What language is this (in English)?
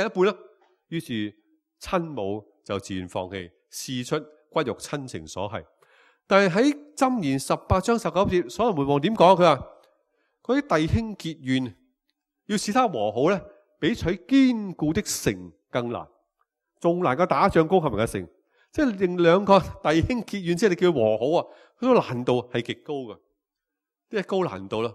Cantonese